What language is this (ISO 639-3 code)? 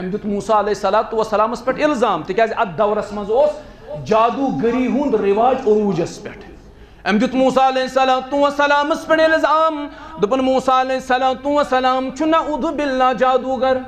kas